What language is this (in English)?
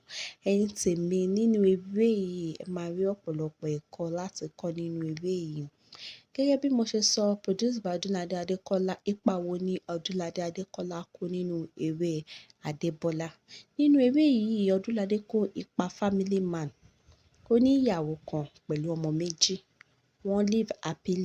Yoruba